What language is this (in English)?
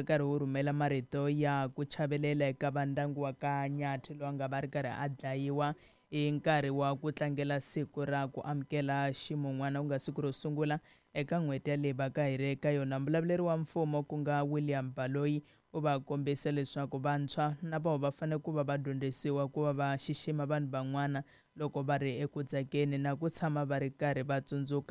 Tsonga